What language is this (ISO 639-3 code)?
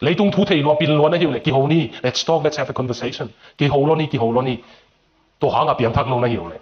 ctd